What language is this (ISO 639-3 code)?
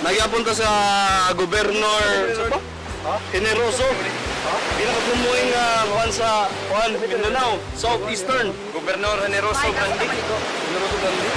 ceb